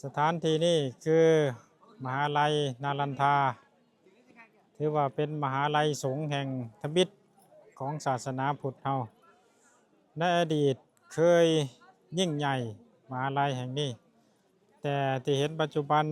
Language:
Lao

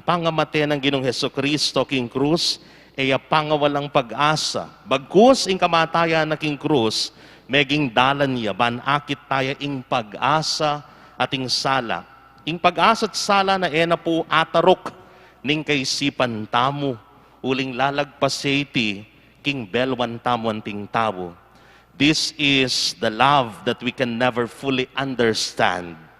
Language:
Pampanga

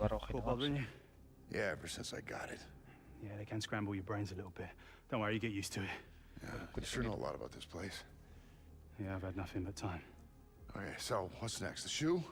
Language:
Kara-Kalpak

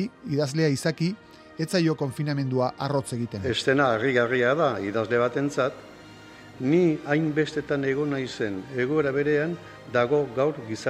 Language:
Basque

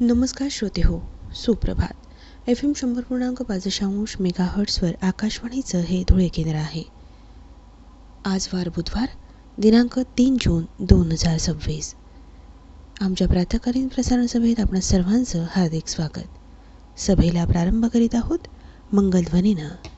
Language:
Marathi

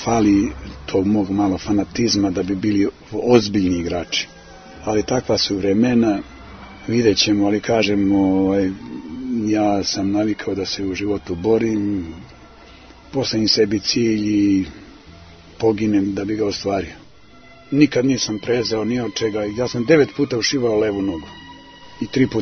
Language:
Serbian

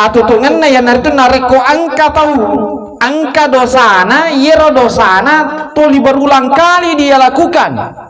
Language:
Buginese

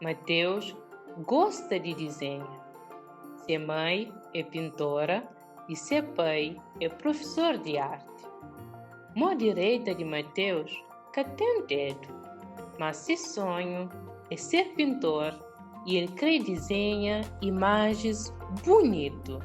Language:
Kabuverdianu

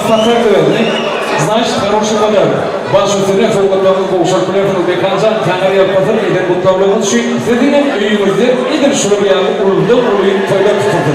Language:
Turkmen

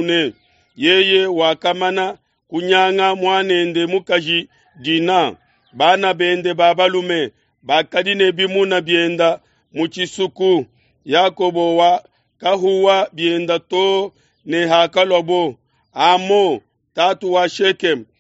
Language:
Luba-Lulua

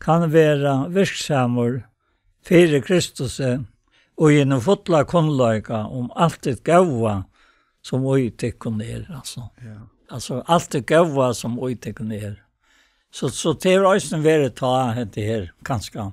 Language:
Faroese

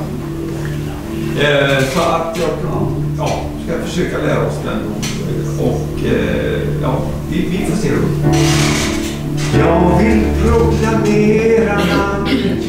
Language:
Swedish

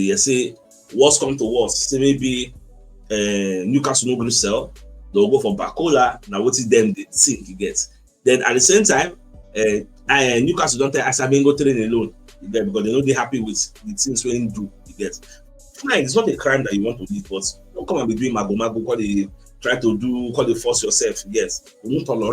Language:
Nigerian Pidgin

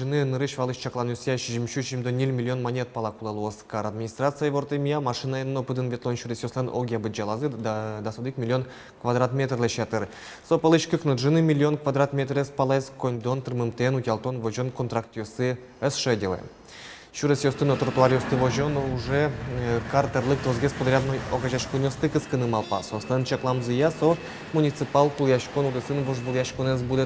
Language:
Udmurt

